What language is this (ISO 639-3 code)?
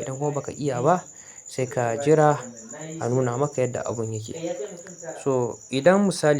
hau